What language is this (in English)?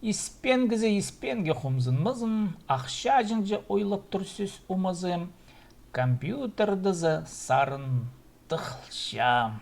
Khakas